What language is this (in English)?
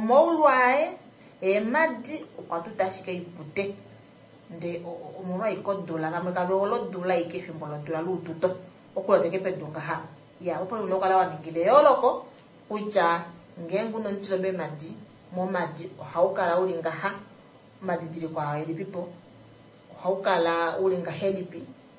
Kuanyama